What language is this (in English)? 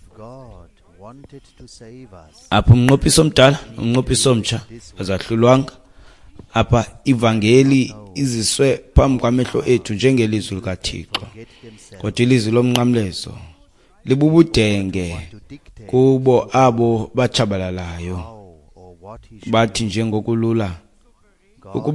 Xhosa